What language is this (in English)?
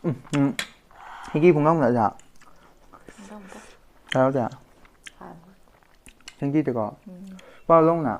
Manipuri